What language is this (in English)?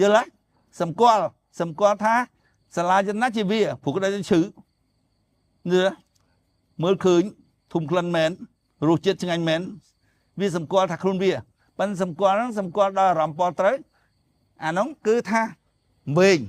Khmer